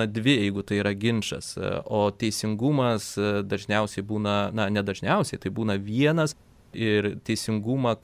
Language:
Lithuanian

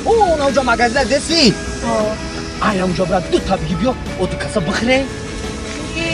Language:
Tajik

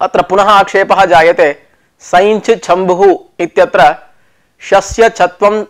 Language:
Sanskrit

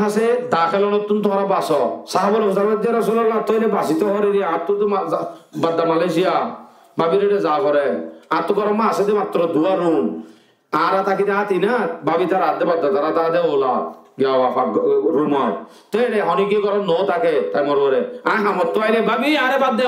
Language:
Rohingya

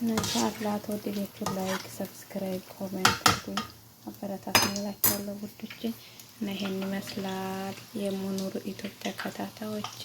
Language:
Amharic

